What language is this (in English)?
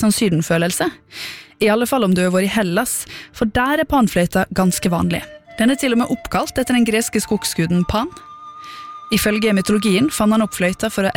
Norwegian